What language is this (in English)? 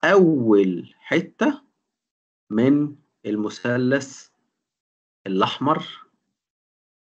Egyptian Arabic